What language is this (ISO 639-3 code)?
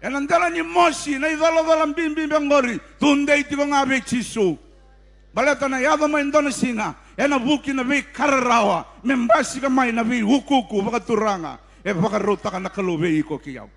fij